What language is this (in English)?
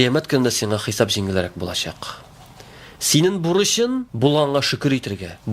Tatar